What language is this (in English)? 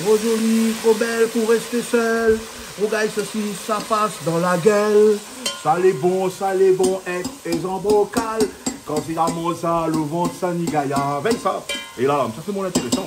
Réunion Creole French